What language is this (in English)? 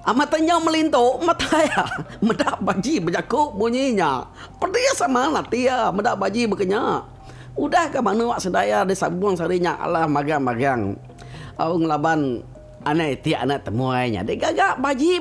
Iban